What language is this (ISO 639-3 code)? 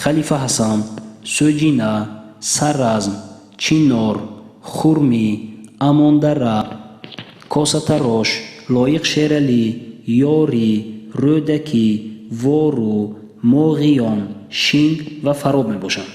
tgk